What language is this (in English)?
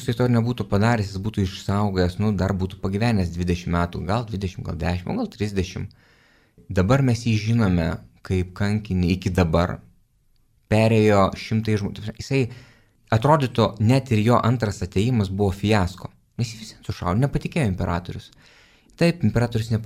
Lithuanian